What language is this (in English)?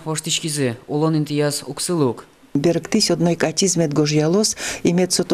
Udmurt